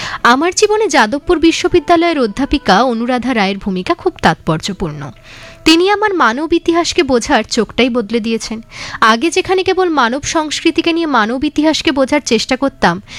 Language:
Bangla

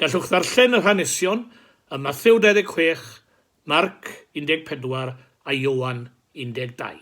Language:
Welsh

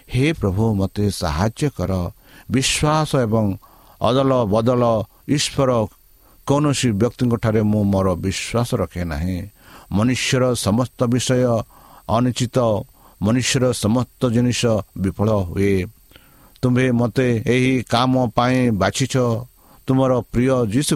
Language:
Odia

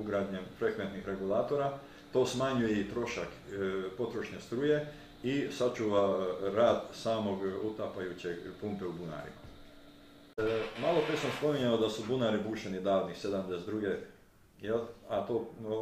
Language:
Serbian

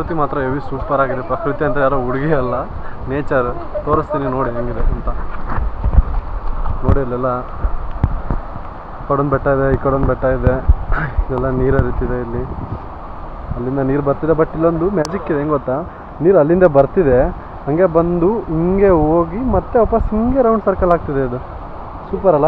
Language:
Kannada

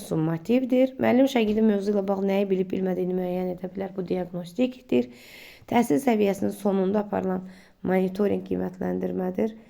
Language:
Azerbaijani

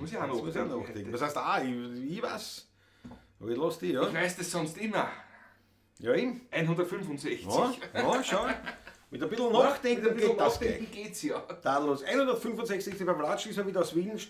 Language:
Bavarian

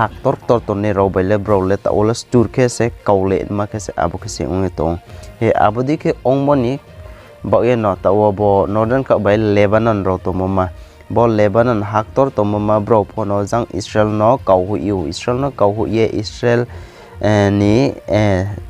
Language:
Riang (India)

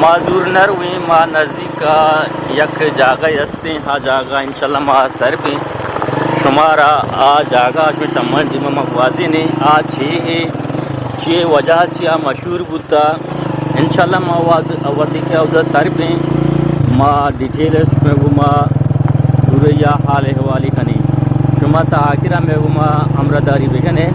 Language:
Eastern Balochi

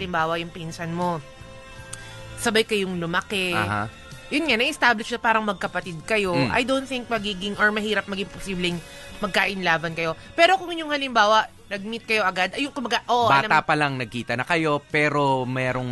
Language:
Filipino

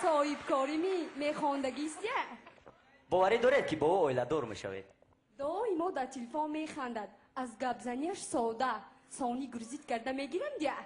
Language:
Tajik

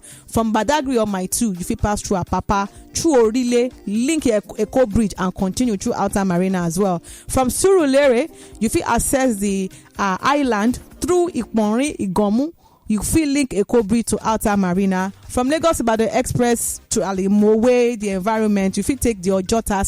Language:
Nigerian Pidgin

